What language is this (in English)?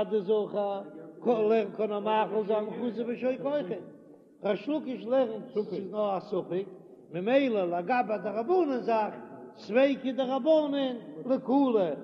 Yiddish